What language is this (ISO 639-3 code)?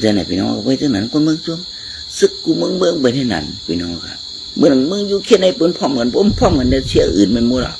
shn